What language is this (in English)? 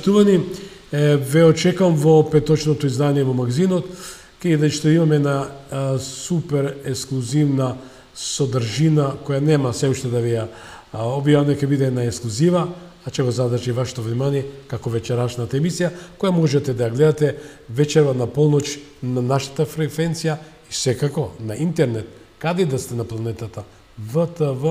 Macedonian